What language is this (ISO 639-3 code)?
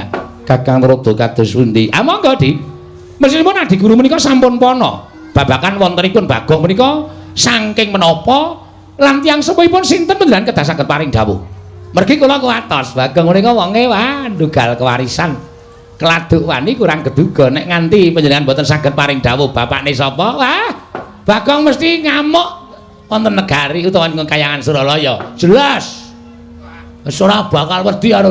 jav